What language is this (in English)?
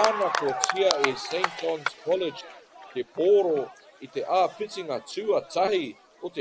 Māori